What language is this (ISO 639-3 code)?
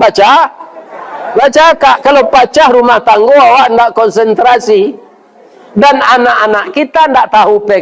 min